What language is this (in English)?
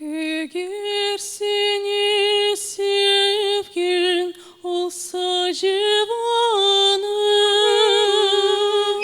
Crimean Tatar